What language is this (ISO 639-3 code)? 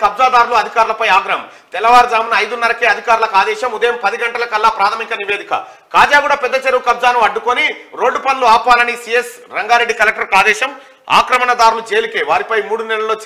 tel